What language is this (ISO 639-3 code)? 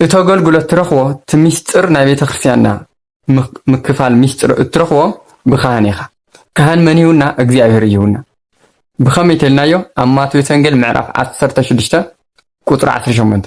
tir